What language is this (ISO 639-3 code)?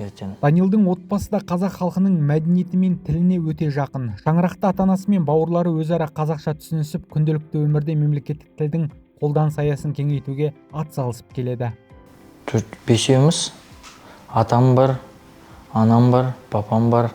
kaz